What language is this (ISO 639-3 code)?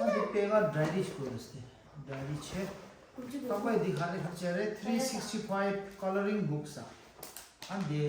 bod